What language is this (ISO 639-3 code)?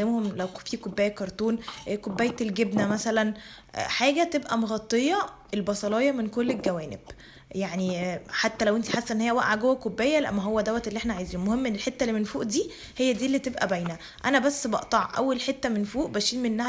arz